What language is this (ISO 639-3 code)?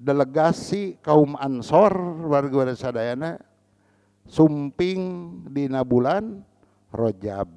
sun